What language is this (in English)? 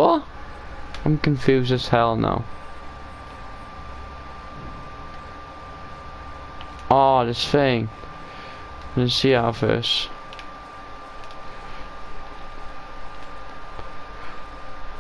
English